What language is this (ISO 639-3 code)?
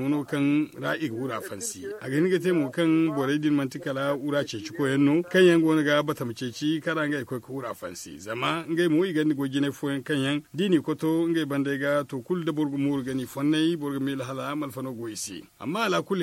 dje